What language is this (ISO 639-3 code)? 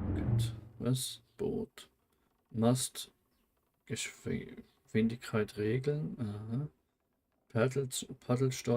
gsw